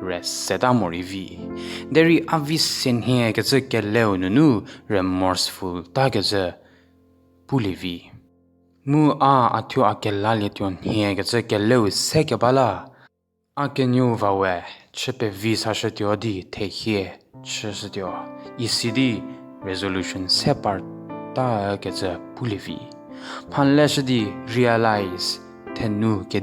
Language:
Angami Naga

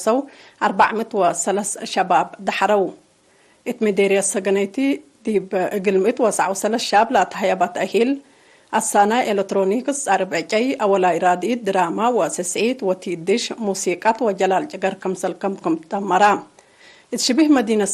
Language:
Tigre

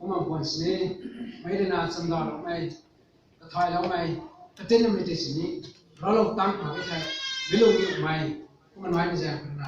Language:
Rongmei Naga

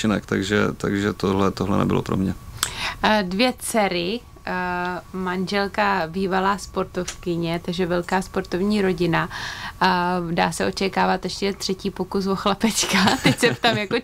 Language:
Czech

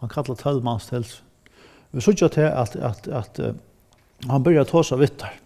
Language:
Faroese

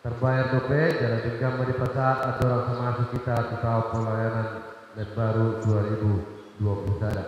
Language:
Batak Toba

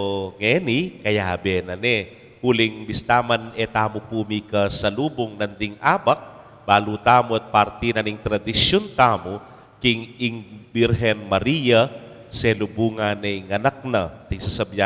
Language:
Pampanga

